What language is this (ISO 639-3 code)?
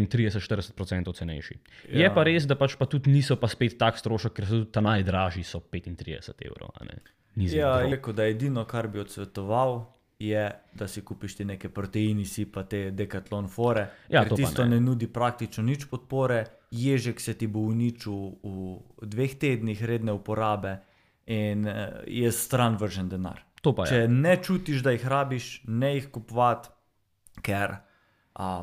slv